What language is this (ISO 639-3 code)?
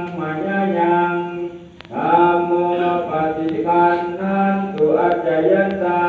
pli